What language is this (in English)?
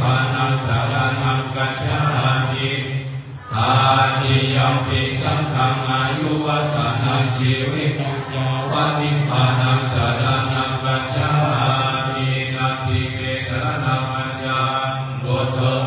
Pali